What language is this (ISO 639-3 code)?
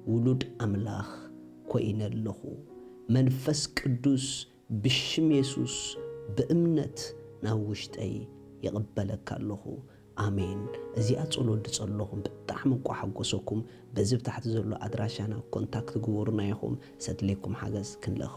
tir